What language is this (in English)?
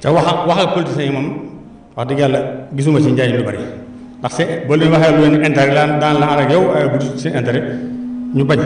Wolof